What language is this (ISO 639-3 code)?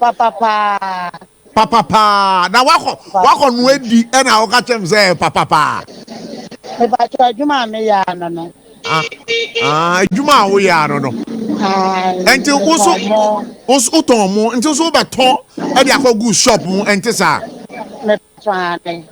aka